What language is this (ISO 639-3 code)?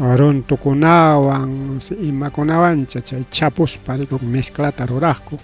quy